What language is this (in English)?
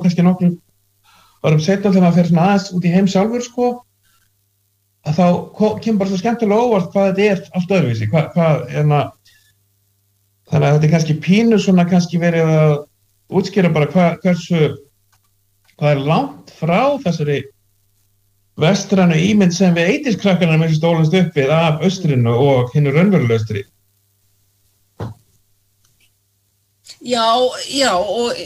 Icelandic